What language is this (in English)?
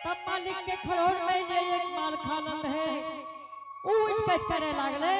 Angika